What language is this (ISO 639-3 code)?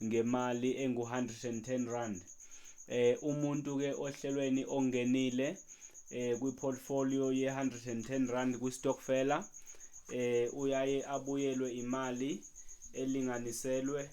zul